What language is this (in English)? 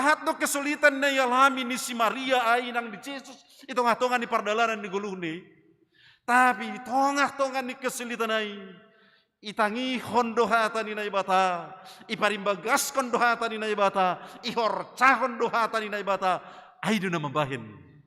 Batak Simalungun